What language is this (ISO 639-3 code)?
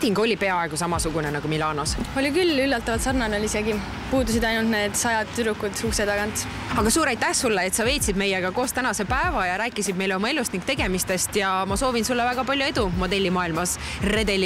est